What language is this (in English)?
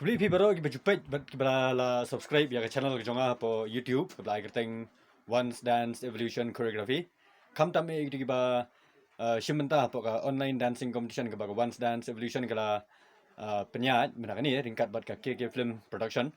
Khasi